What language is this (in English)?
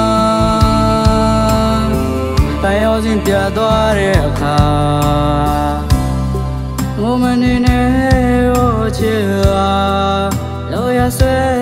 Burmese